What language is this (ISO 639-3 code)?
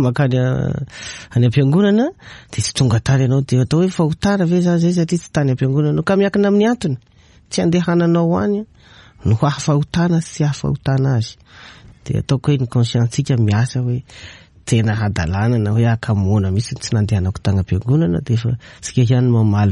mlg